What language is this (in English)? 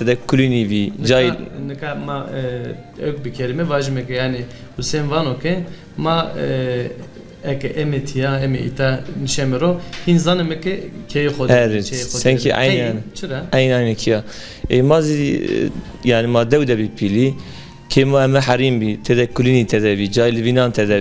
Zaza